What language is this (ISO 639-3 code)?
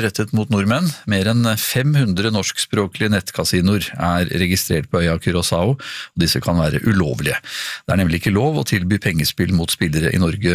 nor